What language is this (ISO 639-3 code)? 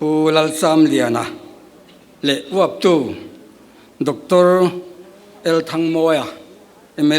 lus